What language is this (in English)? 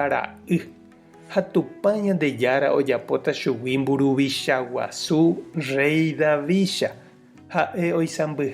Guarani